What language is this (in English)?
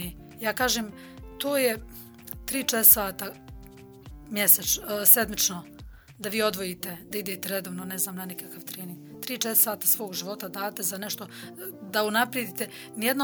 Bosnian